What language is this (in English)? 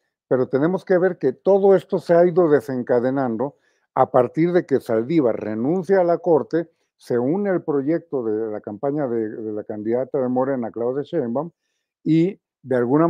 Spanish